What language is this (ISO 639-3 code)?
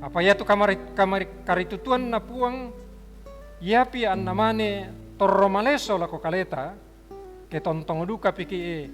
sda